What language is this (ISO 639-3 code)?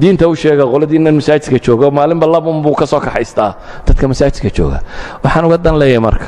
som